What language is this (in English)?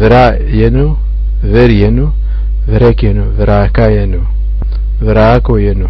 Zaza